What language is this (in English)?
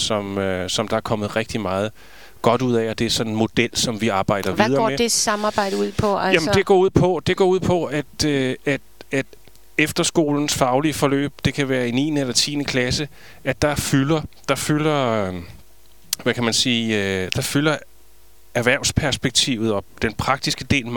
Danish